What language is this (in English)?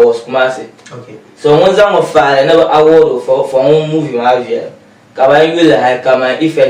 Dagbani